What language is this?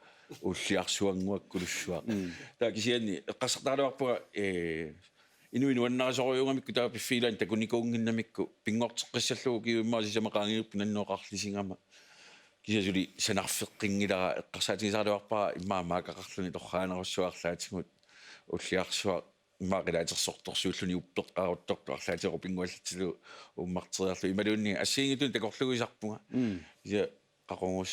Kalaallisut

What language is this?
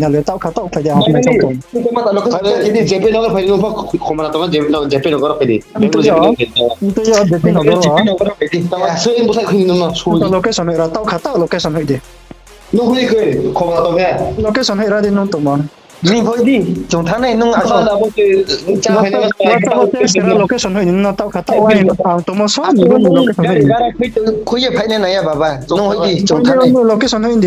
Riang (India)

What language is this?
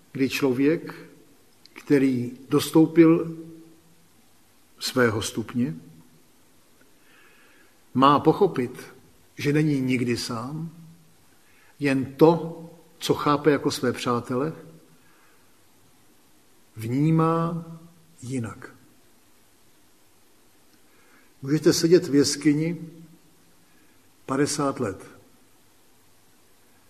Czech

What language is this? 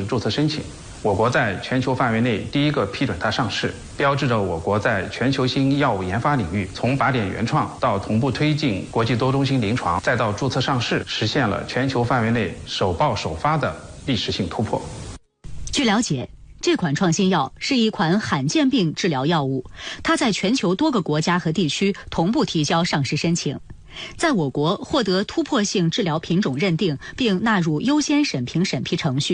Chinese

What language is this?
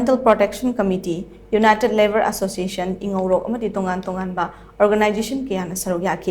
Manipuri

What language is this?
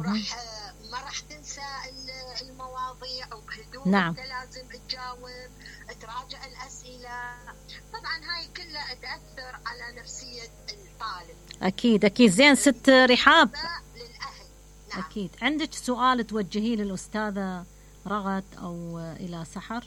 Mesopotamian Arabic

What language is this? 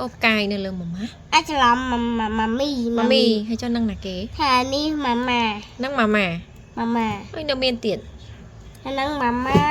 Khmer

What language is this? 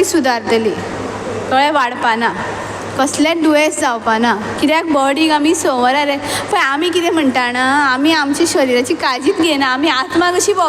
Konkani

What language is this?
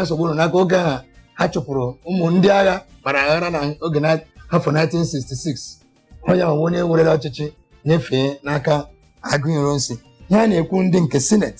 Igbo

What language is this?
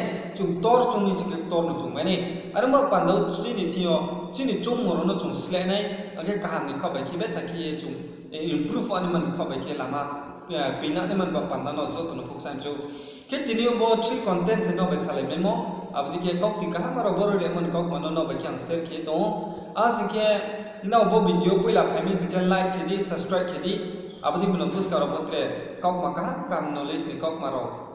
Riang (India)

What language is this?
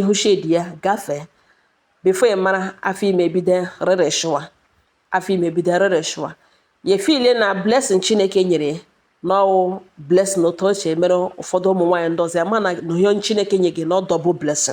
Igbo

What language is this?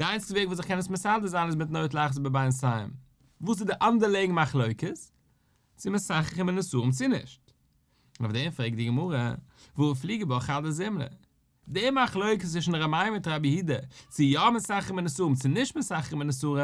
Yiddish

